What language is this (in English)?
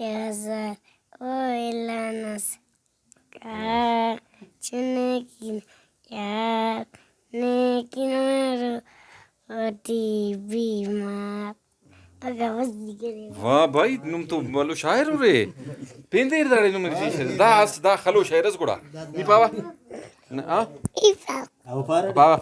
Brahui